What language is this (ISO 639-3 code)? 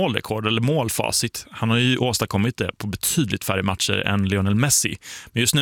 swe